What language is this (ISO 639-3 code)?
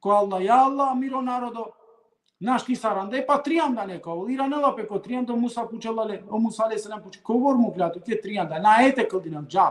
rmn